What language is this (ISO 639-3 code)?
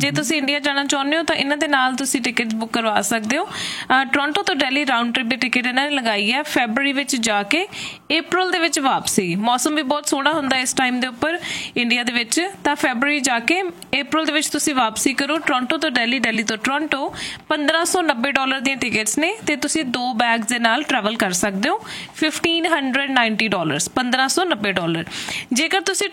pan